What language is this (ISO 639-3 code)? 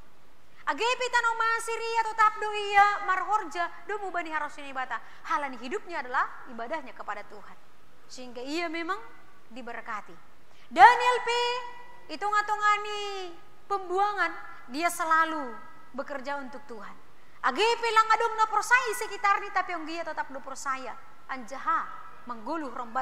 bts